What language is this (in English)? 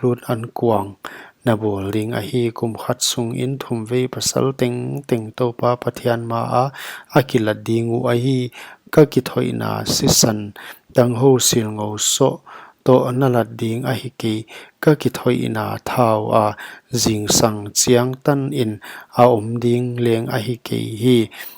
Paite Chin